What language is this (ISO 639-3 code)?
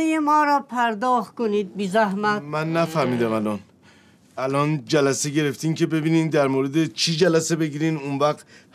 fas